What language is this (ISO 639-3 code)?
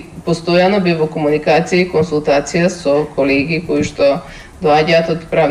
mkd